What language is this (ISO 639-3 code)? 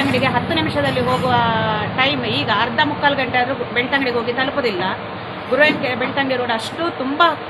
kan